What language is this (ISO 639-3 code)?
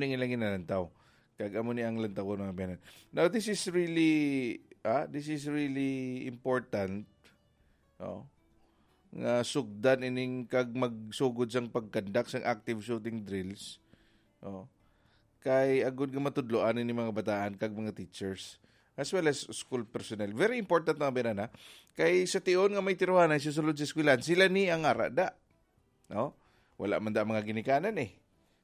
hil